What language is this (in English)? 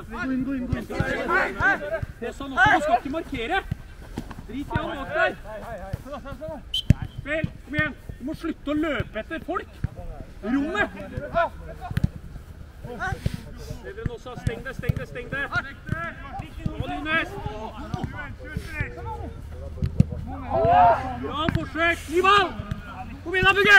Norwegian